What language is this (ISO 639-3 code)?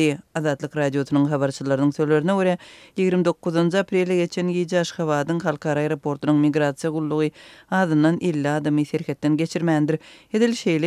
tuk